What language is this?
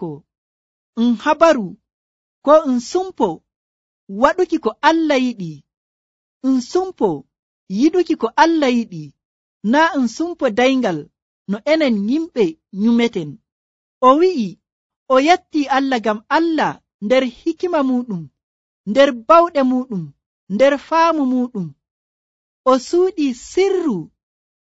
Nigerian Fulfulde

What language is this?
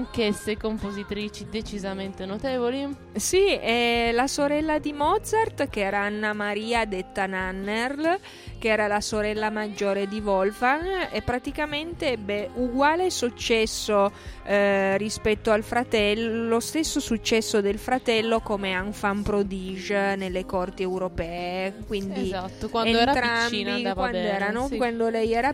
Italian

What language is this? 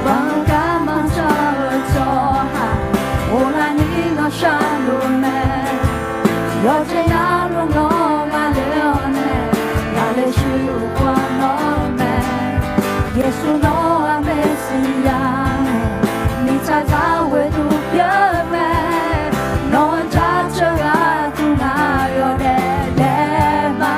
Akha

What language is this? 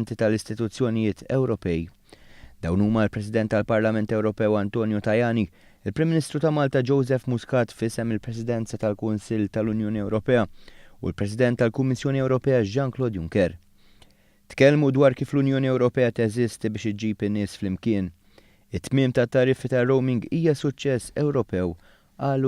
Maltese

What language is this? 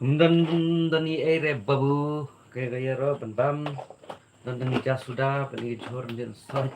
Khasi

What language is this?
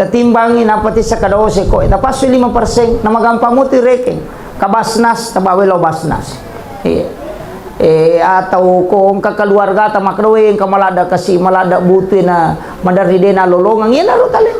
Buginese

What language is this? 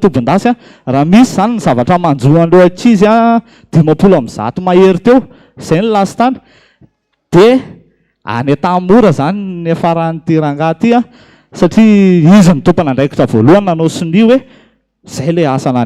Malagasy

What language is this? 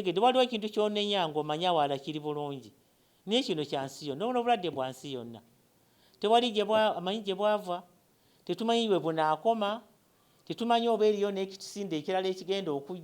Ganda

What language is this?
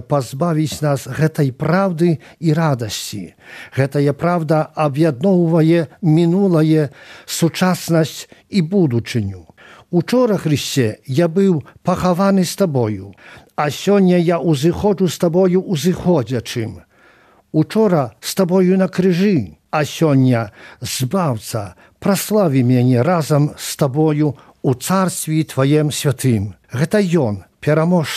Belarusian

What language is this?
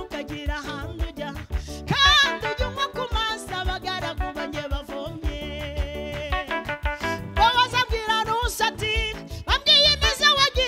Kinyarwanda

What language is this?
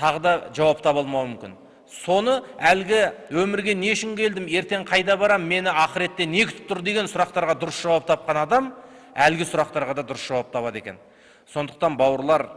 Kazakh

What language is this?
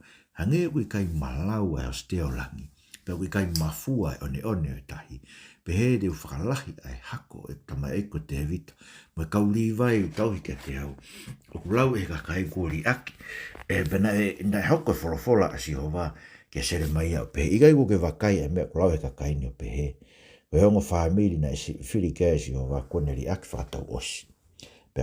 Tongan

